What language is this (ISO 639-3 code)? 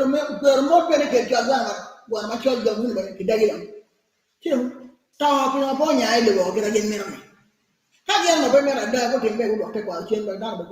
ach